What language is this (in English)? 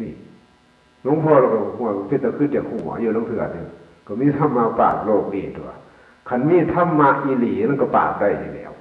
Northeastern Thai